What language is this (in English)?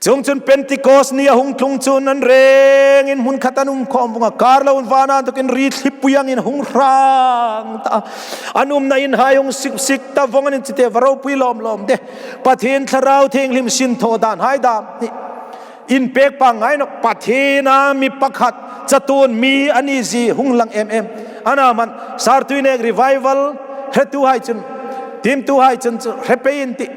Hmar